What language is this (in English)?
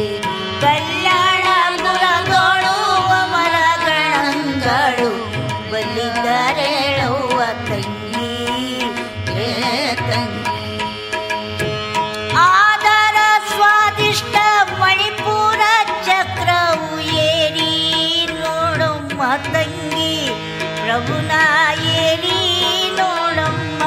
Kannada